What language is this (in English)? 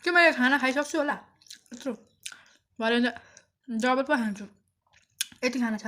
Nepali